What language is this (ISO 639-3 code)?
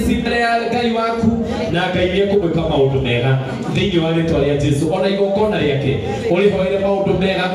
kik